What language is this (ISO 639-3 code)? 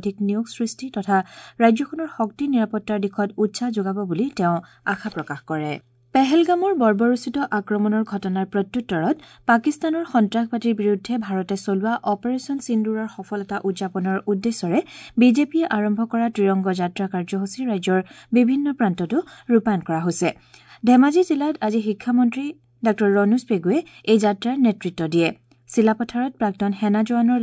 asm